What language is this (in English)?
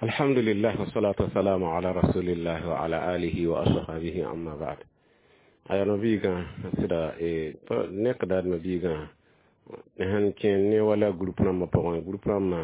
Mossi